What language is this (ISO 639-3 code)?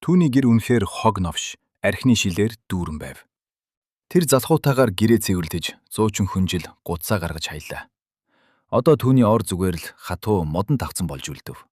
mon